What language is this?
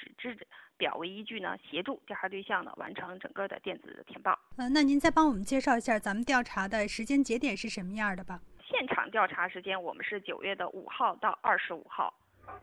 Chinese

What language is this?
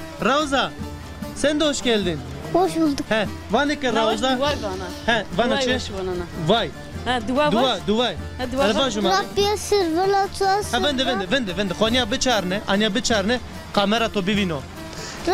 Zaza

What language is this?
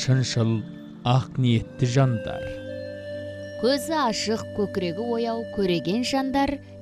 Kazakh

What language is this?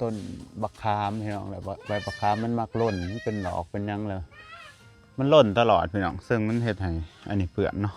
Lao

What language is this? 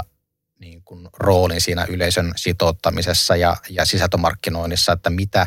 Finnish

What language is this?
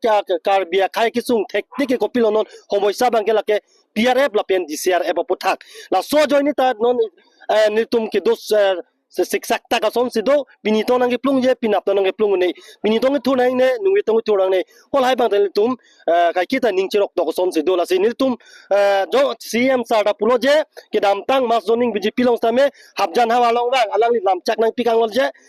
Karbi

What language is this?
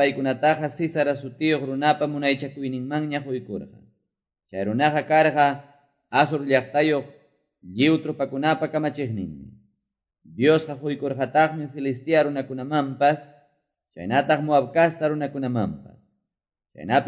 Quechua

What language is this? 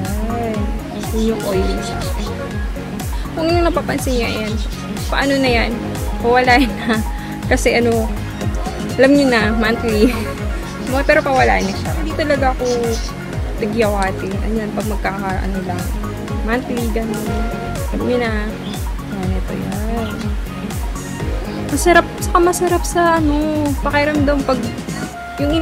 Filipino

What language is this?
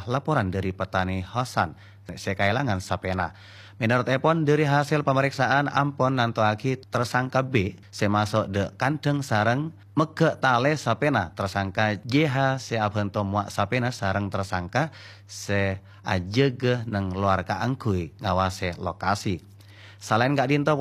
Madurese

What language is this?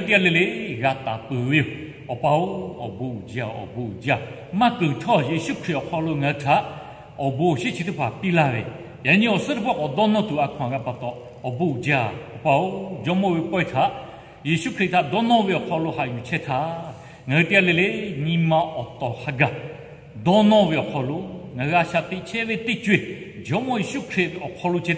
Lahu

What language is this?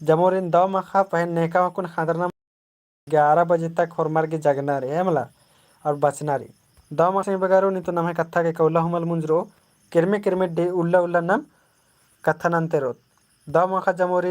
Kurukh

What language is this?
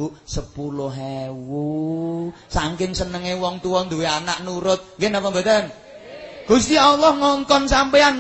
Javanese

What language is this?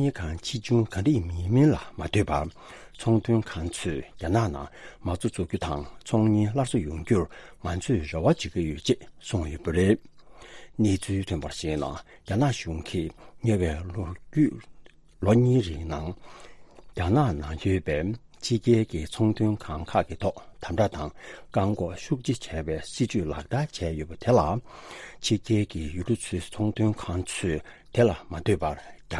Tibetan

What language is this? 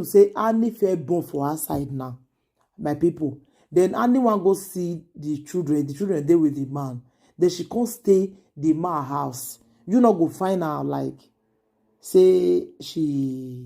Nigerian Pidgin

